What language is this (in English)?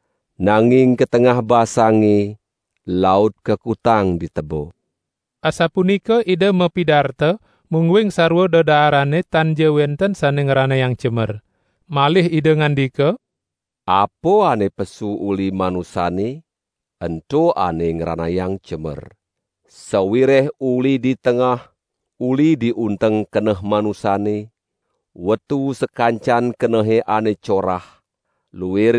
Balinese